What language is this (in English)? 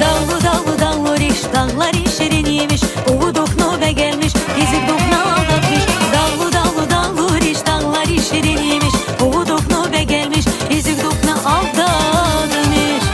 Tabassaran